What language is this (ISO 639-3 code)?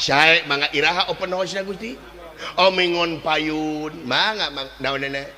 sun